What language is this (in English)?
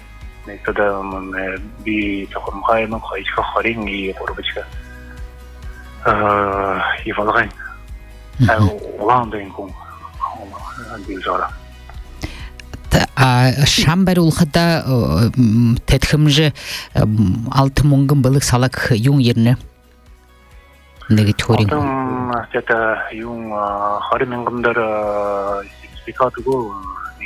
Buriat